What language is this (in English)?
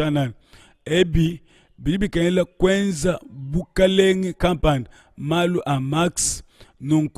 Luba-Lulua